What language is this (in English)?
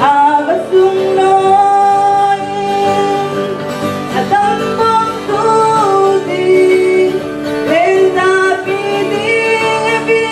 Falam Chin